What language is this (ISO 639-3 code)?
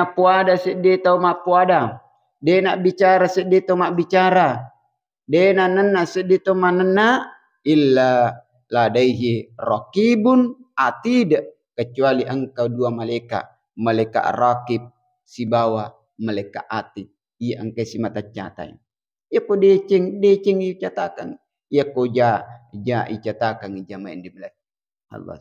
bug